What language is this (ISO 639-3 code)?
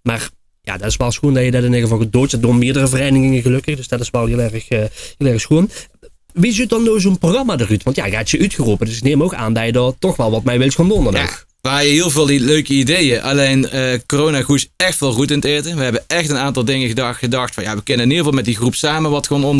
lim